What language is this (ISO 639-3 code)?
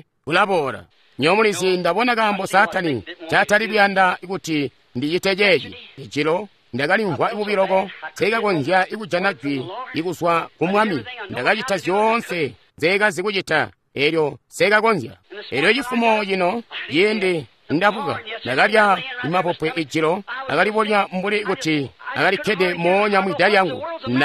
toi